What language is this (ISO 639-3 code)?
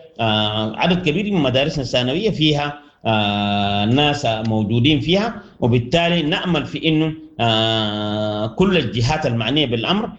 apd